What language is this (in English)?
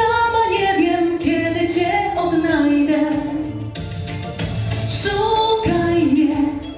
Polish